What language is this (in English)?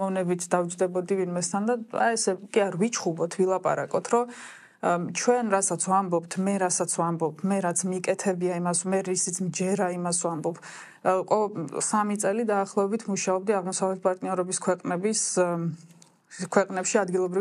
Georgian